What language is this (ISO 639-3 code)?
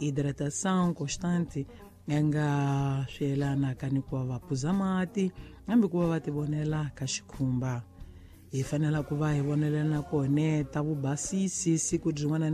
tso